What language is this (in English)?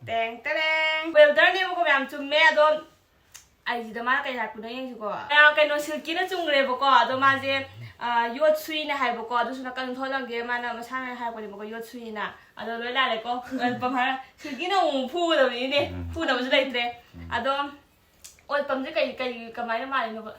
Manipuri